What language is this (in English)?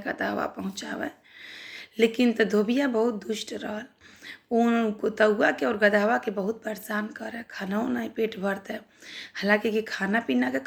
Bhojpuri